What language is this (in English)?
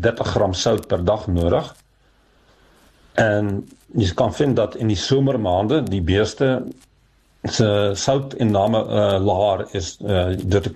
Afrikaans